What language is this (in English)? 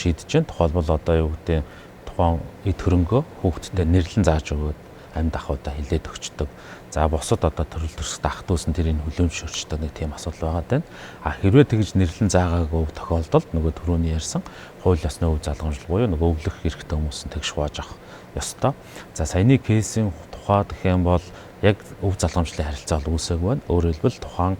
Mongolian